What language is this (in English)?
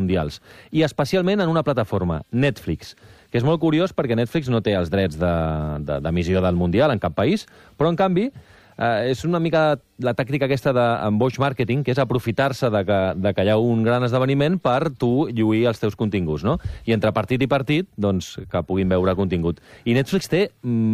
Catalan